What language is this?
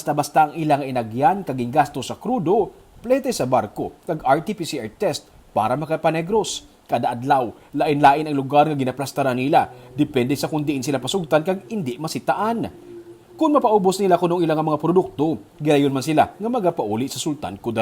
Hiligaynon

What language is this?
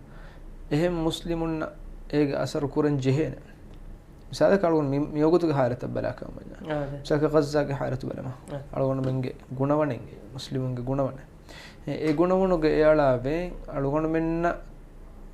Divehi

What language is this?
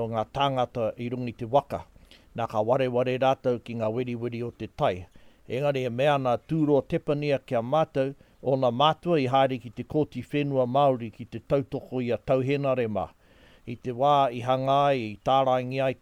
Māori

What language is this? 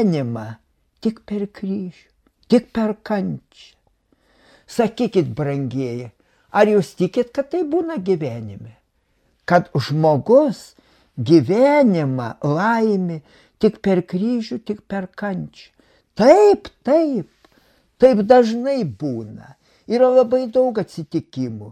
Lithuanian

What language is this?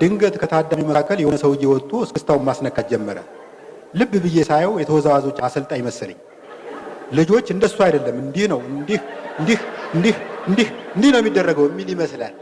Amharic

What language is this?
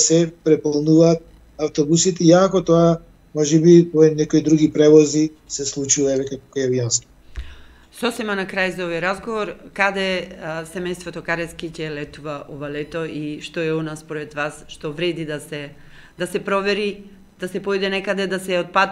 Macedonian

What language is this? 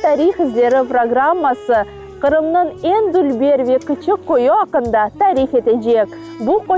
Crimean Tatar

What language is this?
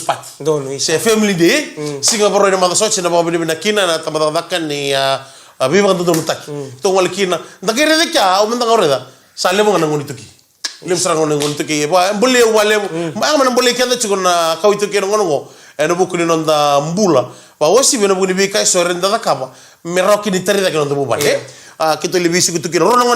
Fijian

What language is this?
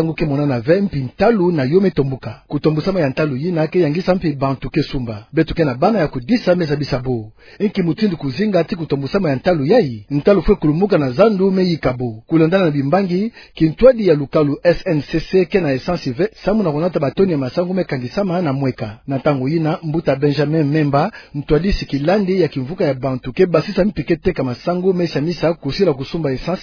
Kituba (Democratic Republic of Congo)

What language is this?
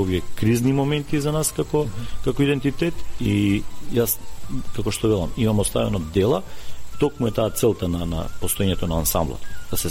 Macedonian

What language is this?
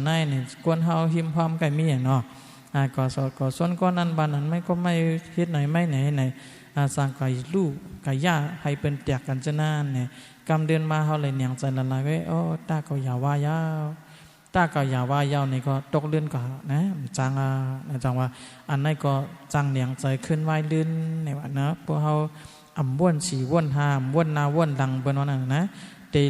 Shan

